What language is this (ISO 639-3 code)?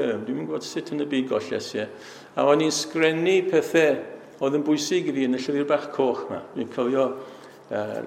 cym